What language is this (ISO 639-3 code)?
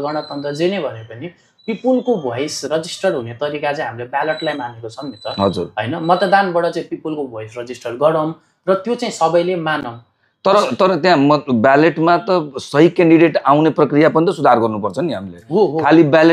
nep